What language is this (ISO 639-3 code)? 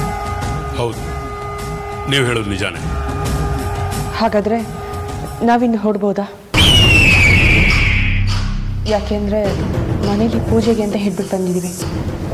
kan